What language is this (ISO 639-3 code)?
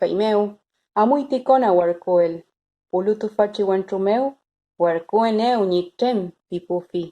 arn